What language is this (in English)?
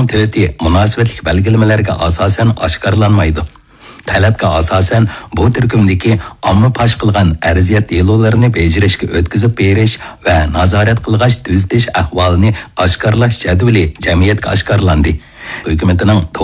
Uyghur